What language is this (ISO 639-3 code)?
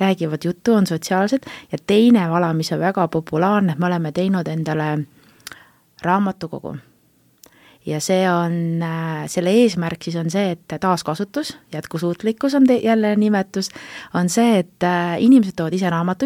est